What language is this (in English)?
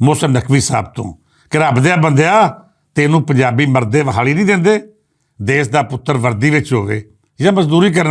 Western Panjabi